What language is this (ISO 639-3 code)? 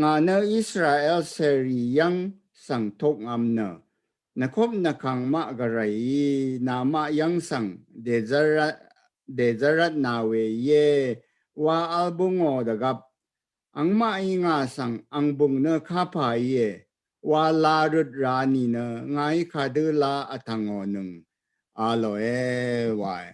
raw